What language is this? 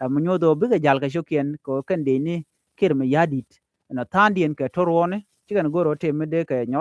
Nuer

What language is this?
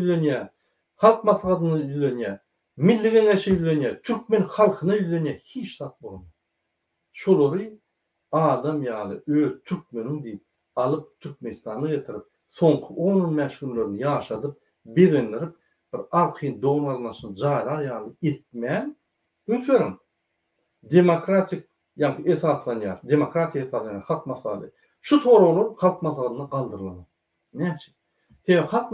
Turkmen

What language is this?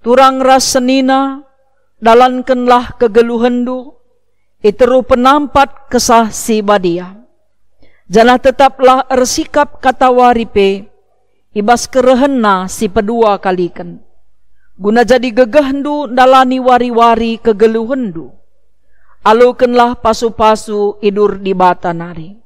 Batak Karo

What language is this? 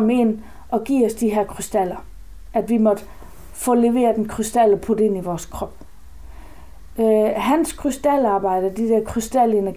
Danish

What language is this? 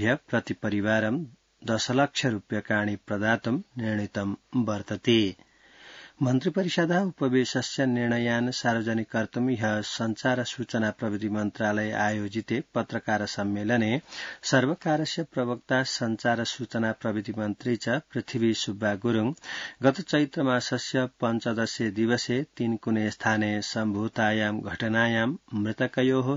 Sanskrit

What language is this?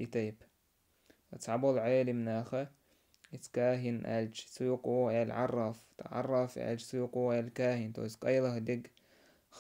Chechen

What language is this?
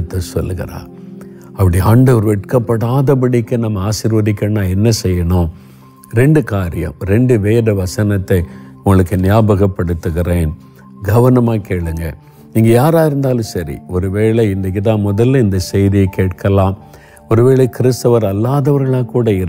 Tamil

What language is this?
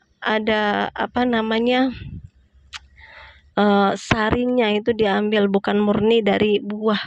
Indonesian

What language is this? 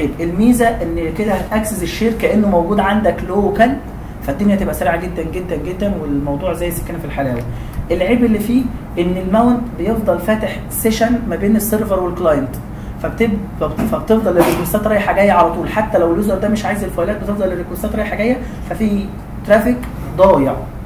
Egyptian Arabic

